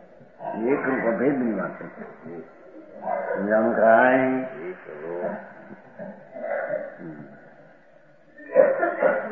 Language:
Gujarati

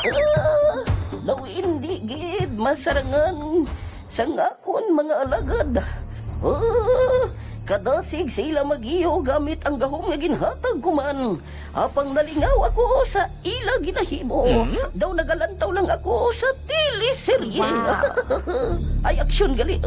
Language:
Hiligaynon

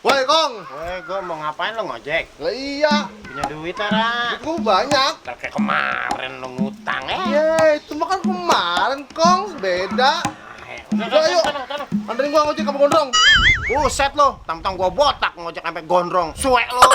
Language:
Betawi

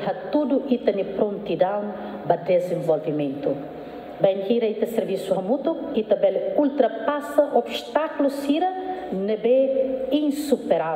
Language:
Tetum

